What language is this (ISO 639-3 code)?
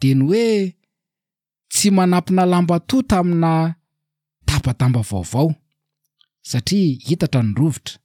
mlg